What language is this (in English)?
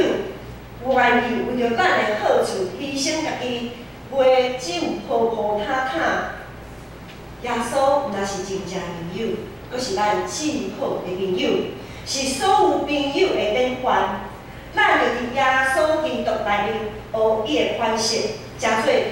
Min Nan Chinese